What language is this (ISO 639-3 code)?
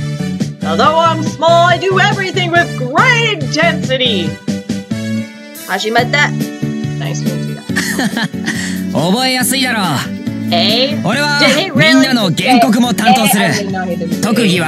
eng